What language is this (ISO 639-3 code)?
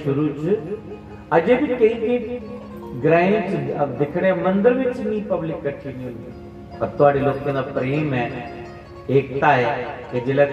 doi